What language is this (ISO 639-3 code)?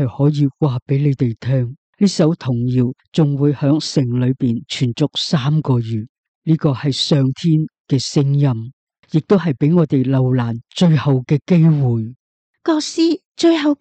yue